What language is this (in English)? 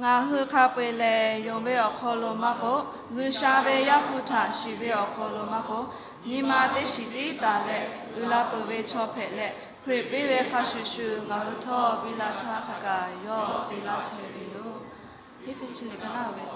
Lahu